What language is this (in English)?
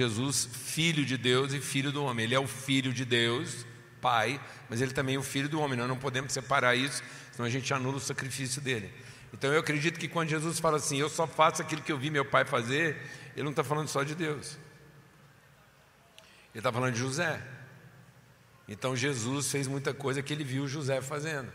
Portuguese